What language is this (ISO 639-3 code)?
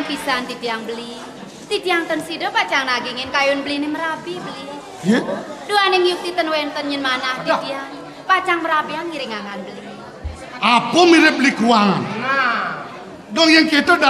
ban